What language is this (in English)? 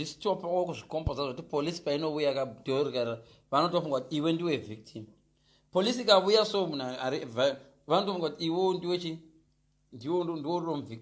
Shona